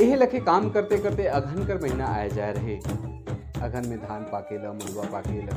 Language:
Sadri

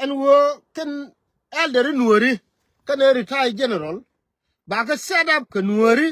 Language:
Nuer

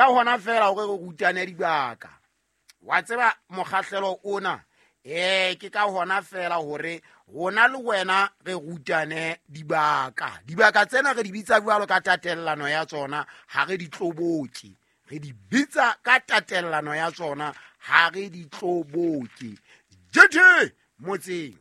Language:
Southern Sotho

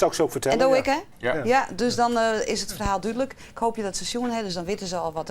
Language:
Western Frisian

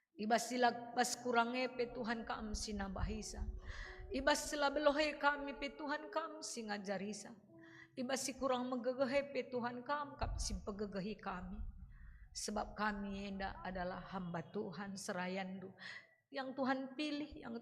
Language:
Batak Karo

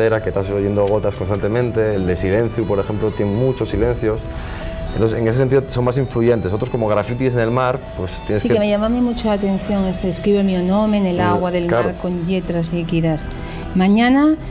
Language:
Asturian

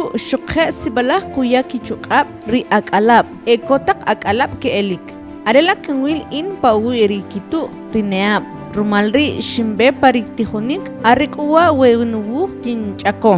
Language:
Kʼicheʼ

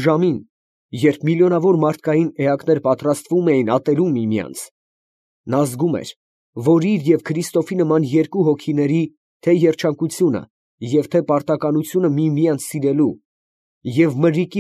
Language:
Armenian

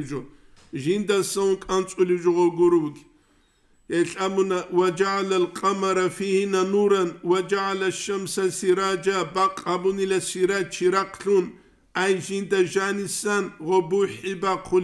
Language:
Avaric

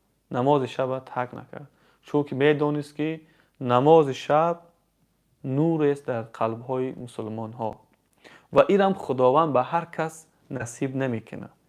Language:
Tajik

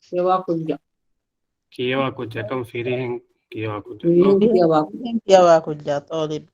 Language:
Divehi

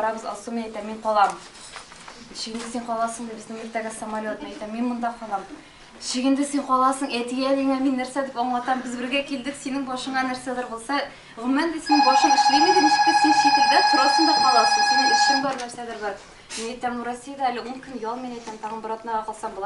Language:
Tatar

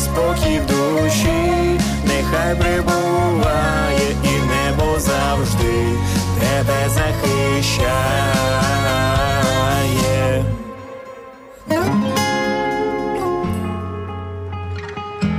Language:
Ukrainian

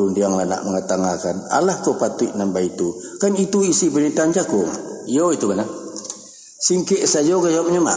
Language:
Minangkabau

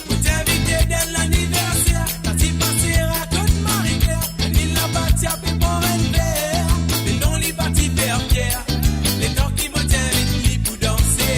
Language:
Morisyen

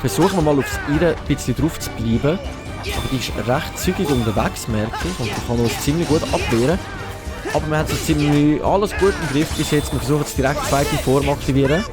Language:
Swiss German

